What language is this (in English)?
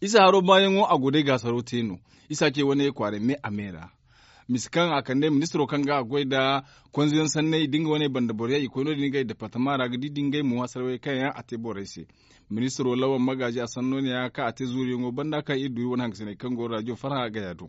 Zarma